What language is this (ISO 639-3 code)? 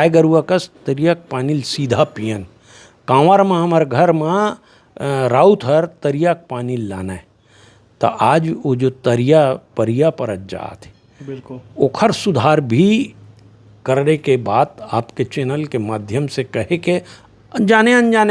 hne